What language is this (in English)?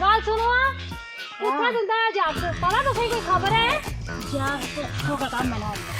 Dogri